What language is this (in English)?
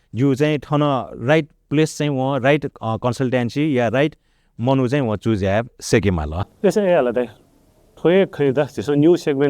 Newari